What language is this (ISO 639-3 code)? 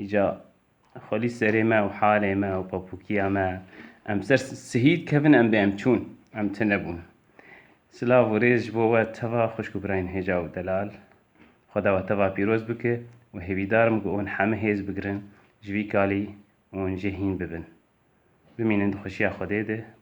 kur